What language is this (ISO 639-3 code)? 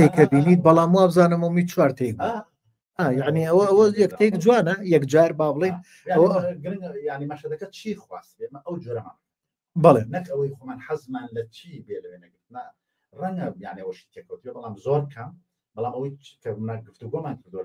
ckb